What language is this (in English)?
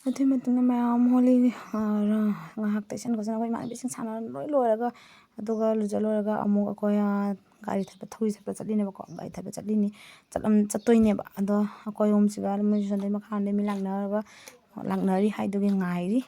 Manipuri